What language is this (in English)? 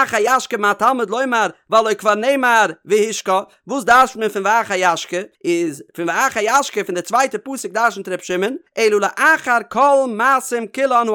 Yiddish